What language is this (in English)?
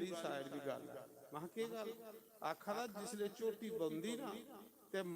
Dogri